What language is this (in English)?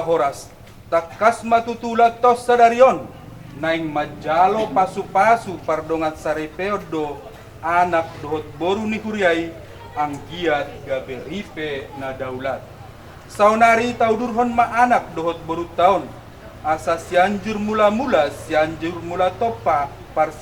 Batak Toba